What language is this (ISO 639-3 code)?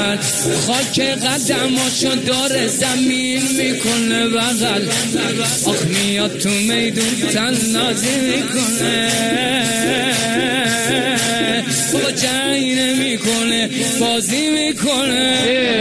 fas